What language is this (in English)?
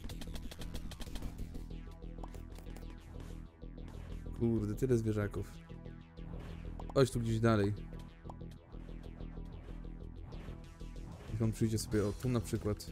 Polish